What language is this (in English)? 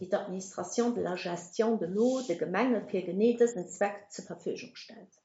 Luxembourgish